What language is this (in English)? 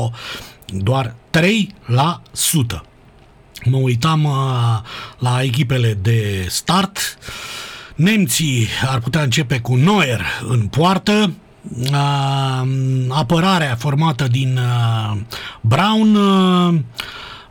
Romanian